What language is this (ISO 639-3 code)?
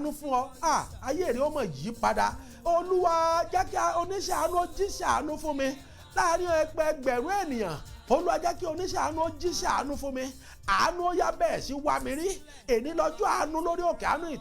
yor